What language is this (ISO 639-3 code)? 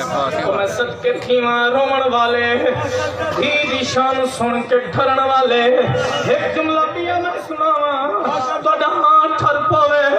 skr